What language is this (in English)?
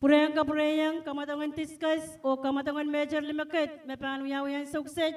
Pohnpeian